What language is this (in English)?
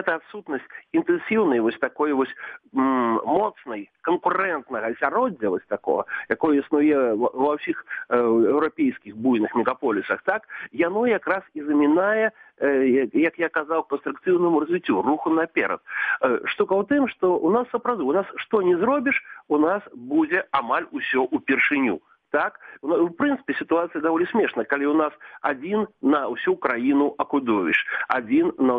Belarusian